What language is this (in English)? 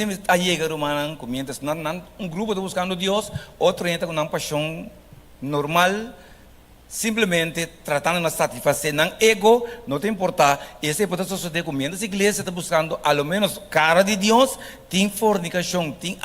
Papiamento